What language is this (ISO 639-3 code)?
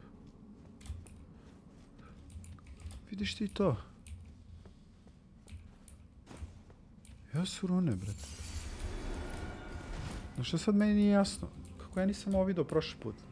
hrv